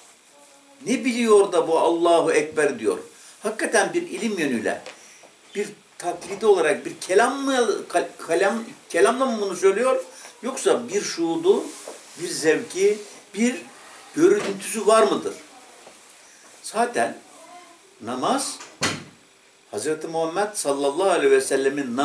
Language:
Turkish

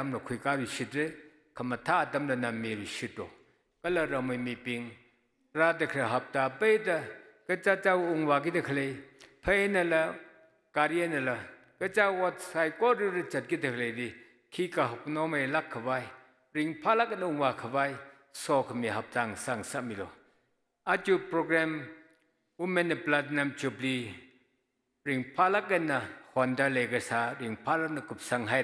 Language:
Tangkhul Naga (India)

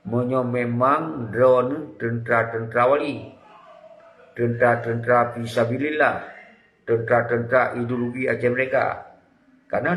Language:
Achinese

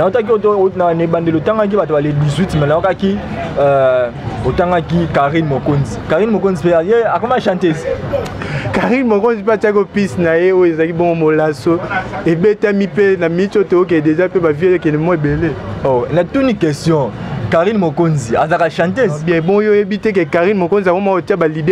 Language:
Lingala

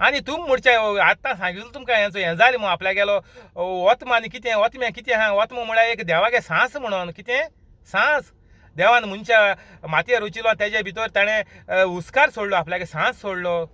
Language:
Konkani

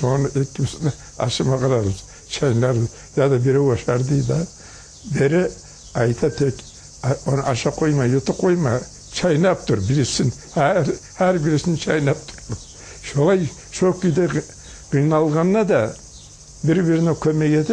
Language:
Kumyk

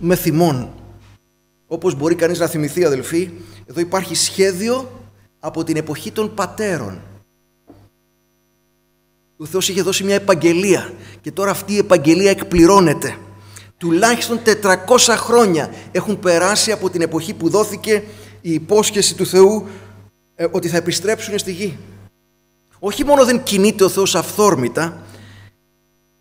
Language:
Greek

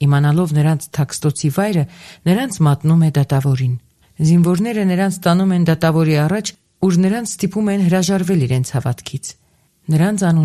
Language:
Armenian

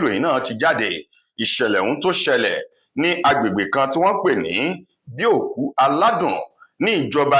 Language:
Yoruba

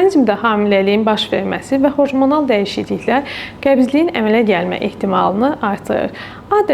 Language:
Azerbaijani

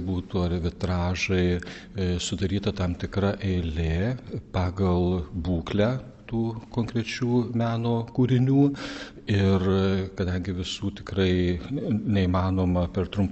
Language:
Lithuanian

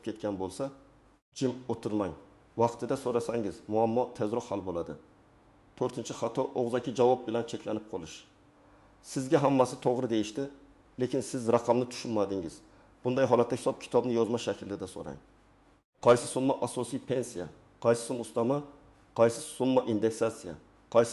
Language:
Uzbek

